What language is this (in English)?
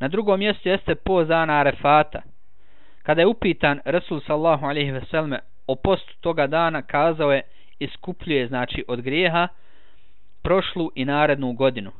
Bosnian